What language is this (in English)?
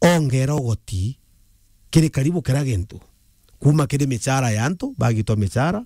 Meru